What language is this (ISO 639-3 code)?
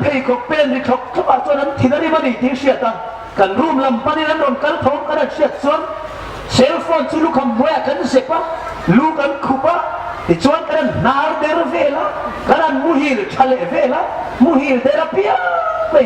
hmr